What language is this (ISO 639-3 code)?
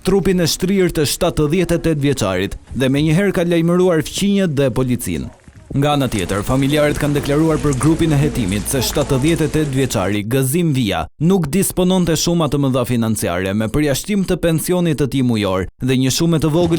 sqi